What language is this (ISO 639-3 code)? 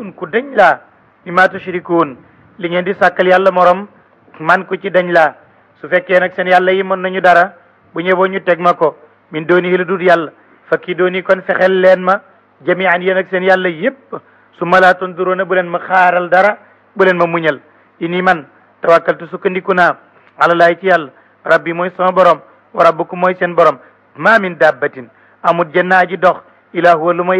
wol